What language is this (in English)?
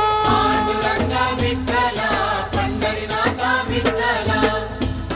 Kannada